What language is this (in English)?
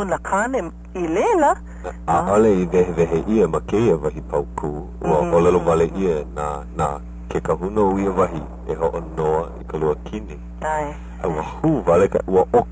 Hawaiian